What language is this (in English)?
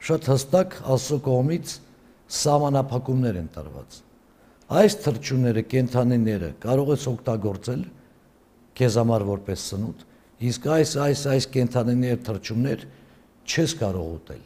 Armenian